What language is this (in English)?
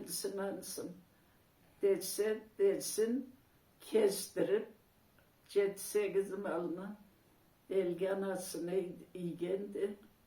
Karachay-Balkar